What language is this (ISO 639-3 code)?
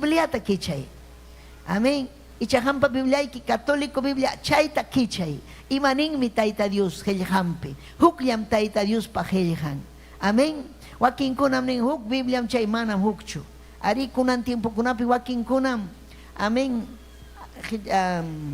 quy